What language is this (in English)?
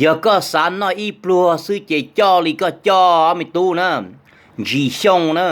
Hmong